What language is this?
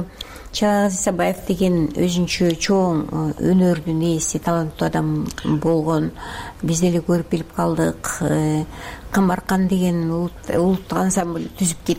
Kyrgyz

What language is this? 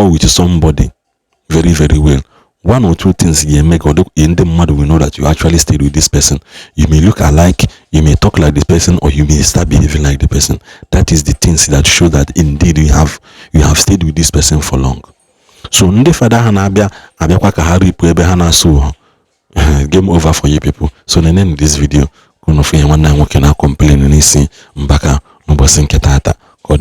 Igbo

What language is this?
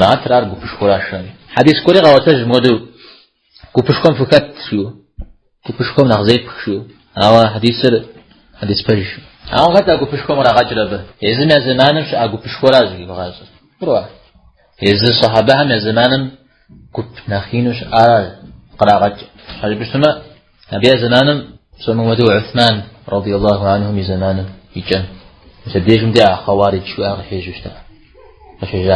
Kabardian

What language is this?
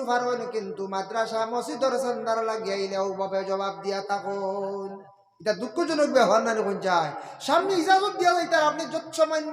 Sylheti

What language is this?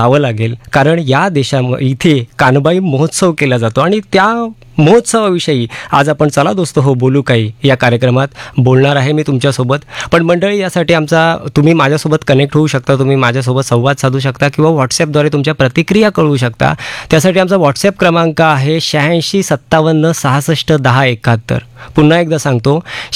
Marathi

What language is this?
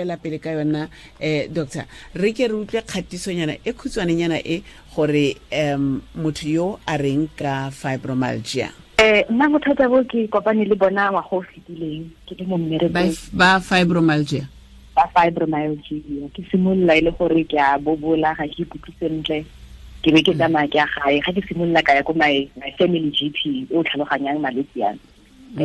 Tswana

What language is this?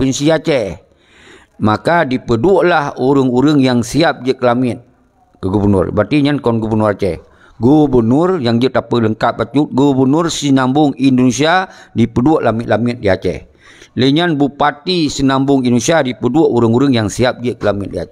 Achinese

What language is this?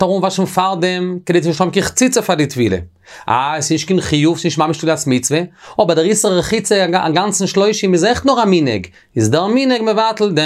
Yiddish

